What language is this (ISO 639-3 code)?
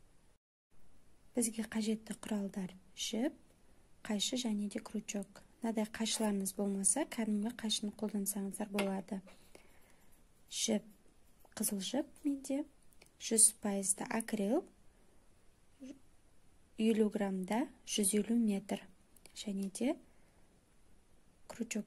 kaz